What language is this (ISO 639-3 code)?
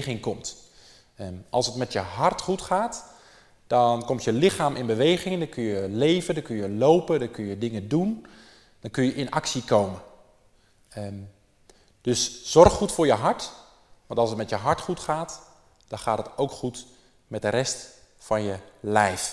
nld